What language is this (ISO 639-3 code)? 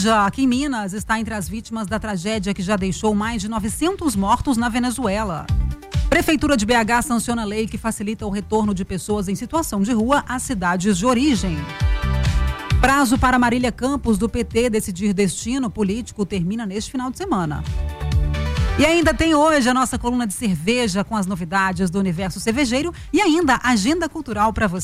por